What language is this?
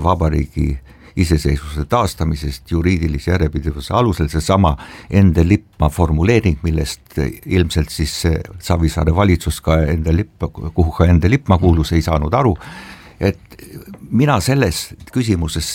Estonian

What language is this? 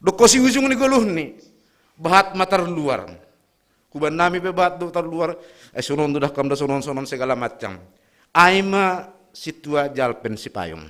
Batak Simalungun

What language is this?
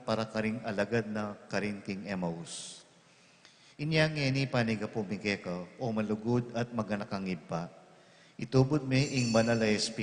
Pampanga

